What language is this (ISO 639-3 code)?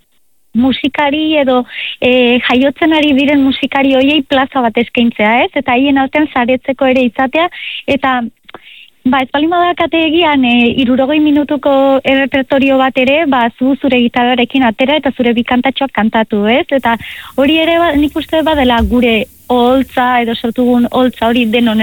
eus